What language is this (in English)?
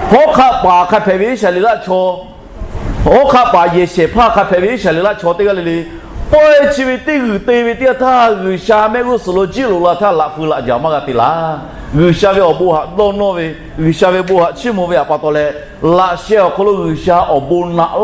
Lahu